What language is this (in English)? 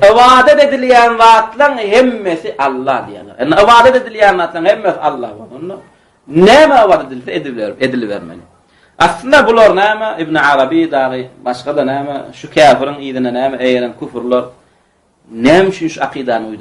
Turkmen